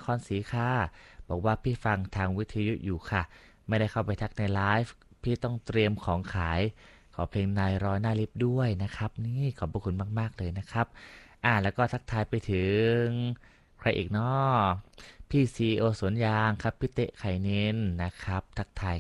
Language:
Thai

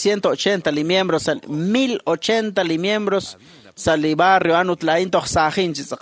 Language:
Kekchí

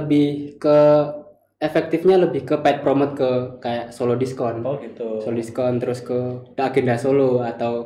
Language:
Indonesian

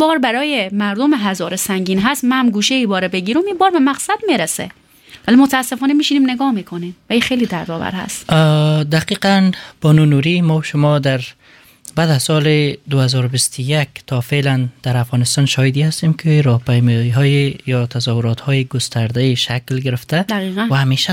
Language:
Persian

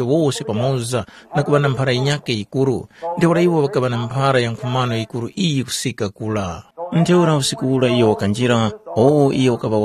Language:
Tumbuka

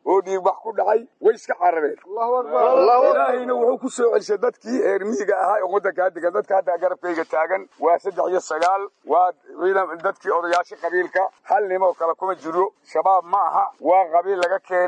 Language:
Somali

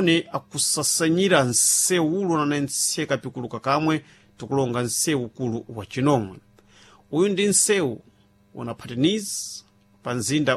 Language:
Sena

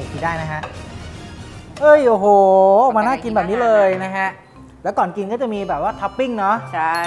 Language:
Thai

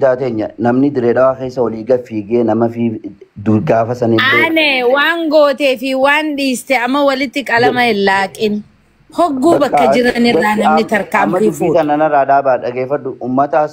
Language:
Oromo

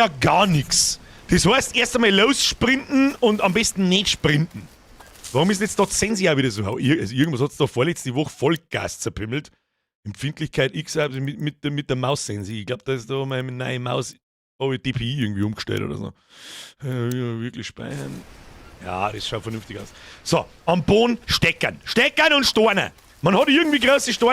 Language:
Bavarian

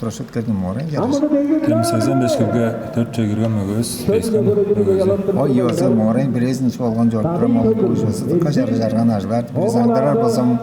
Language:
Tuvinian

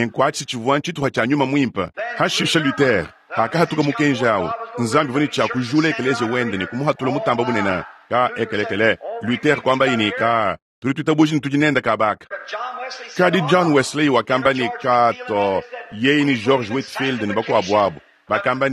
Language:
Luba-Lulua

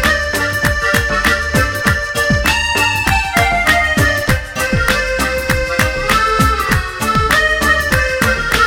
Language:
Telugu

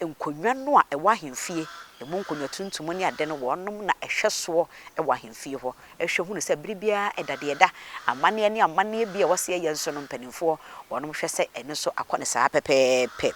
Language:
Akan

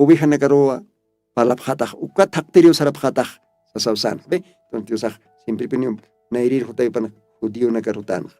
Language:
Aymara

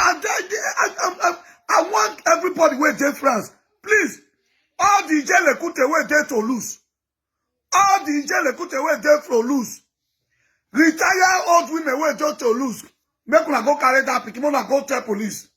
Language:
Nigerian Pidgin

